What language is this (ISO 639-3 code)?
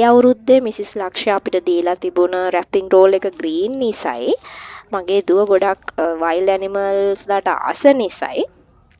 sin